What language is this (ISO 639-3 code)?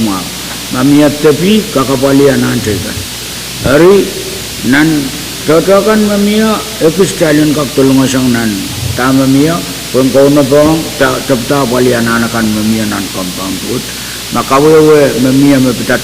pon